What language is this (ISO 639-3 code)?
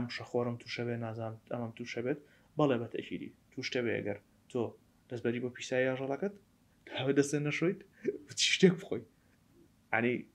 ckb